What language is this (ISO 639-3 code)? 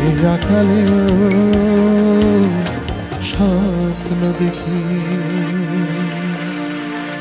ben